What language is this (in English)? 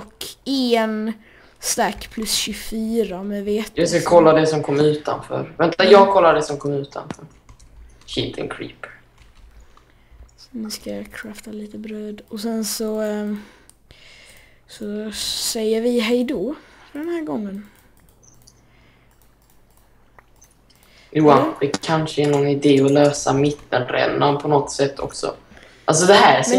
Swedish